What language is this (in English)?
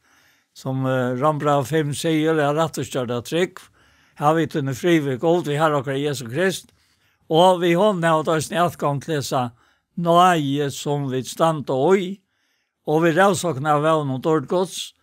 Faroese